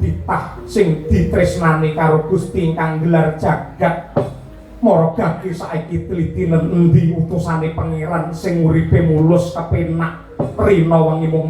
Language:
Javanese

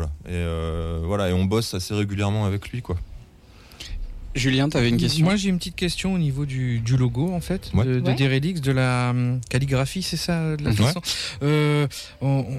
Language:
French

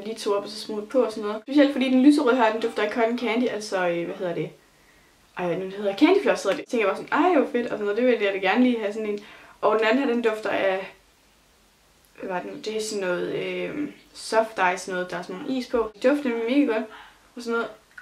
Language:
Danish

